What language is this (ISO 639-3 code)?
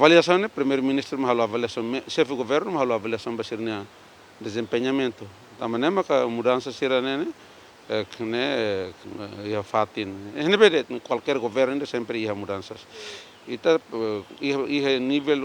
tet